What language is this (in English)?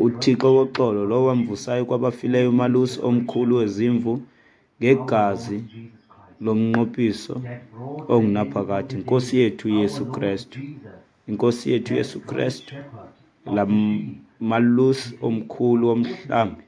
Xhosa